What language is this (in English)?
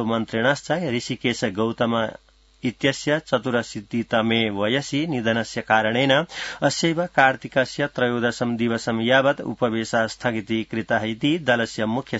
Sanskrit